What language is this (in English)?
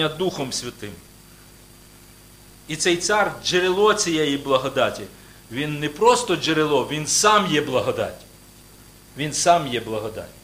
Ukrainian